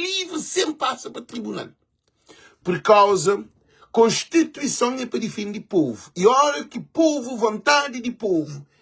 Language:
Kabuverdianu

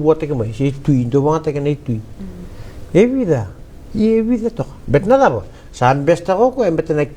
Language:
Fijian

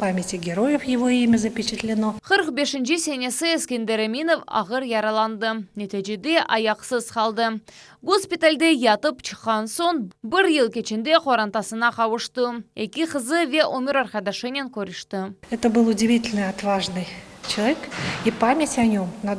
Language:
Crimean Tatar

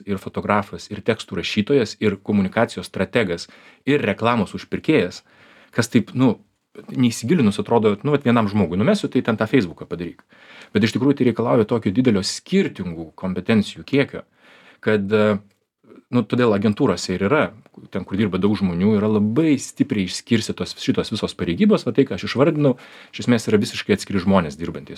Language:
Lithuanian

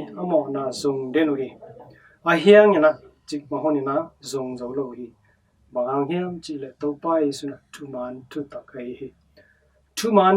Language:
Tedim Chin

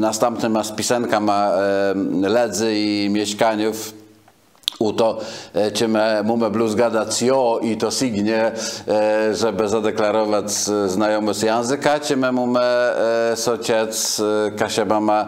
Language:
Kashubian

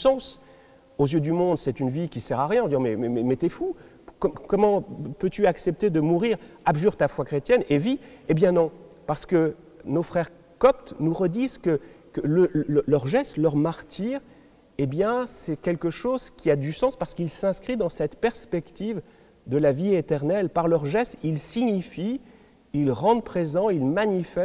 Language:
French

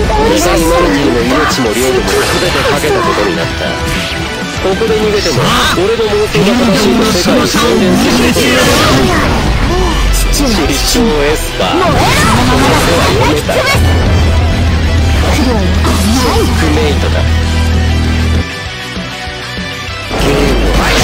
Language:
Japanese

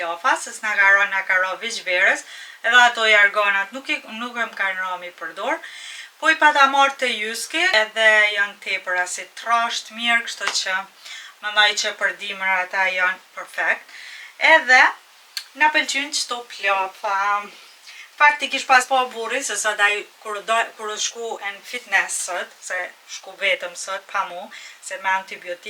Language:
Albanian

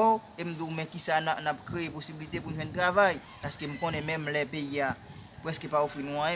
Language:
Haitian Creole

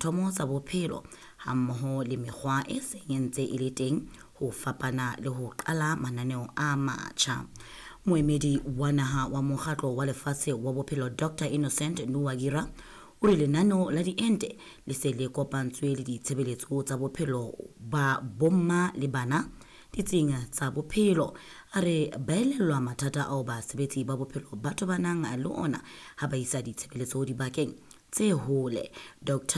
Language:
Southern Sotho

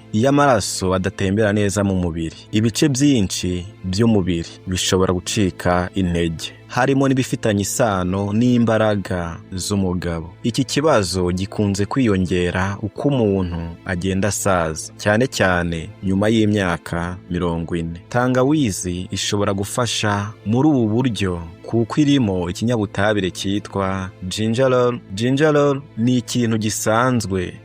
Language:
Kinyarwanda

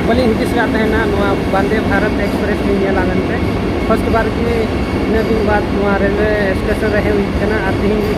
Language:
Santali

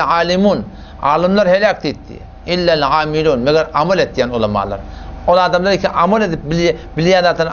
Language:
Turkmen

